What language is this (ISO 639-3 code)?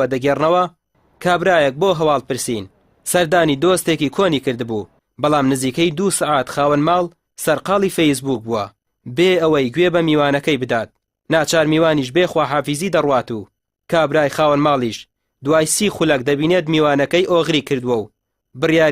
ckb